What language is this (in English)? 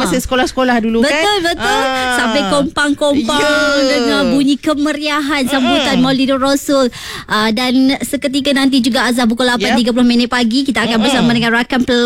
Malay